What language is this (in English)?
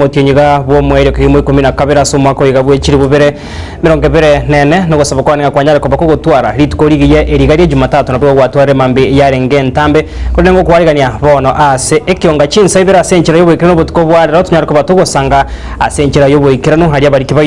Gusii